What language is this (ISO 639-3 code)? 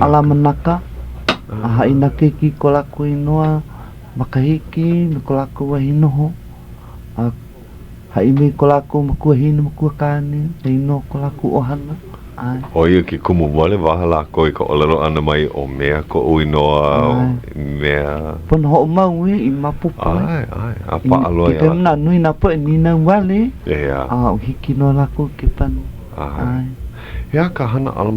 haw